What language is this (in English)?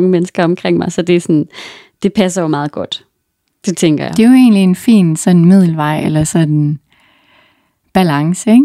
Danish